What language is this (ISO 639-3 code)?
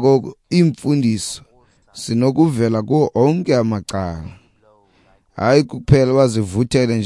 xho